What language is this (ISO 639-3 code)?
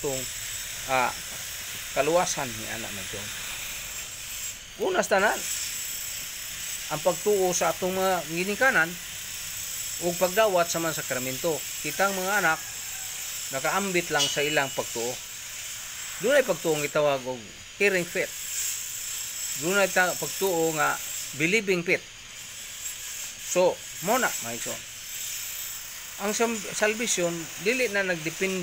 ceb